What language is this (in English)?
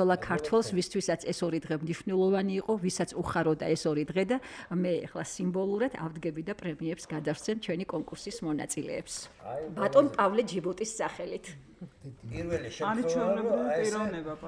Georgian